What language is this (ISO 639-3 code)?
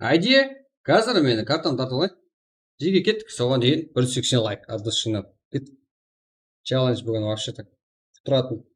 kaa